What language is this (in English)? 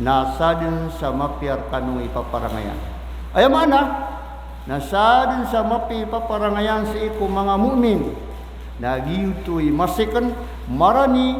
Maranao